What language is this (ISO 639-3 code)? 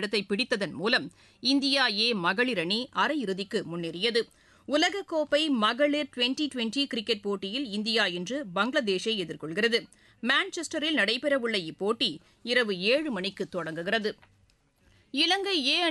tam